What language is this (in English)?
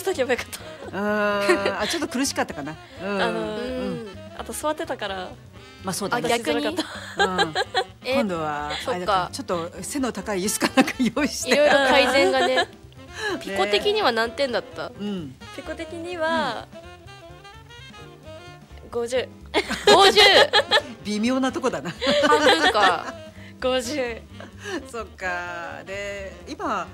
Japanese